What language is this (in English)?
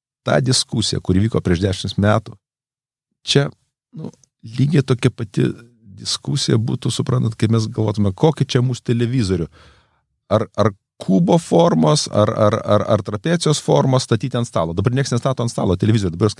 Lithuanian